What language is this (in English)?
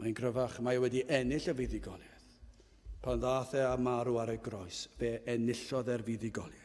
Welsh